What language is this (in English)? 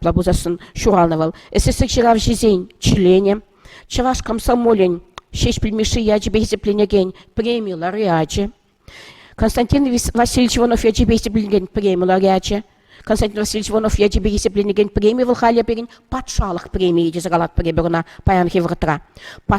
Chuvash